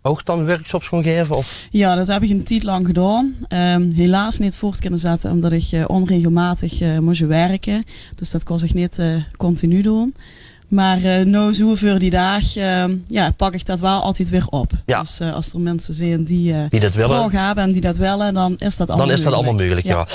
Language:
Limburgish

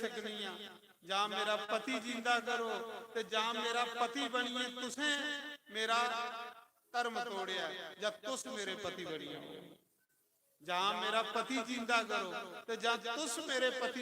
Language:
Dogri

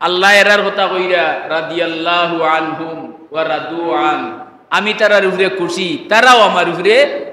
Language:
Sylheti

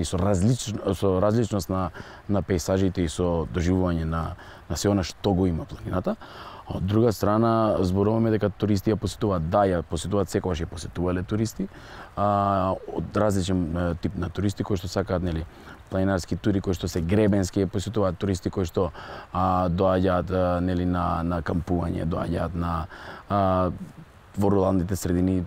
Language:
Macedonian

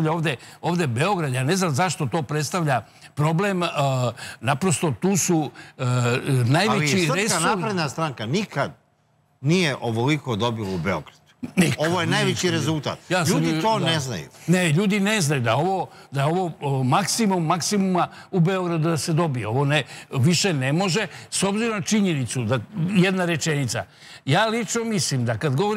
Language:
Serbian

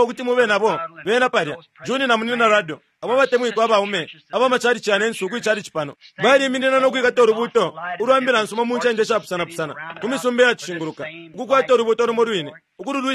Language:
Bemba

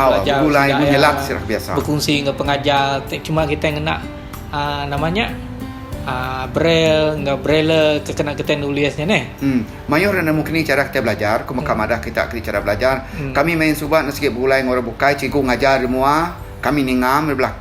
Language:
Iban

